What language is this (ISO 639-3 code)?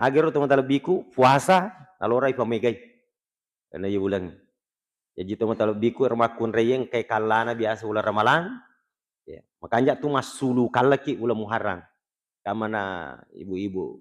bug